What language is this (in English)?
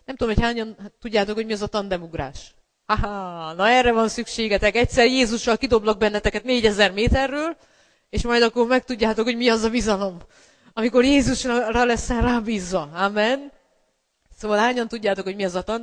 Hungarian